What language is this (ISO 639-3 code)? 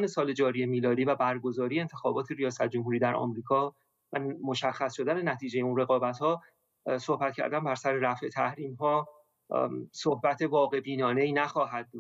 fas